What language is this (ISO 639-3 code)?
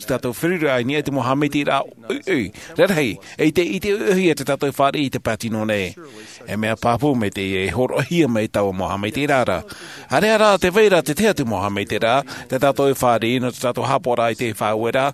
tah